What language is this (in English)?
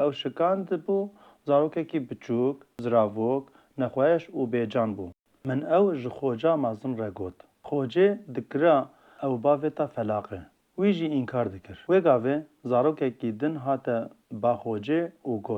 Kurdish